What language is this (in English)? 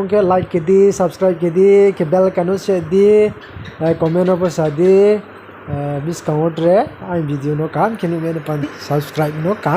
Riang (India)